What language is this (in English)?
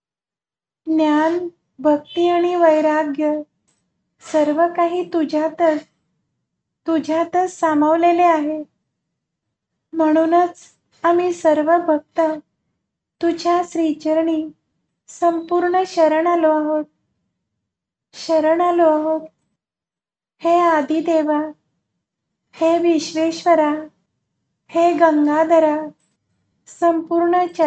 Marathi